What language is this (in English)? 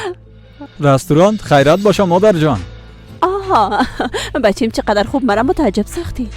Persian